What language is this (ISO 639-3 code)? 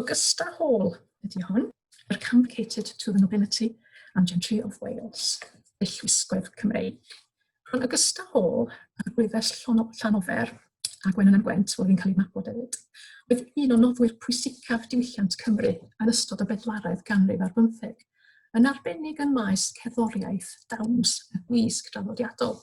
cym